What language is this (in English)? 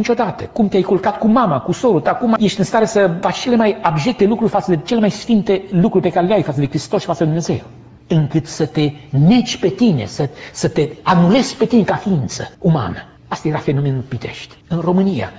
Romanian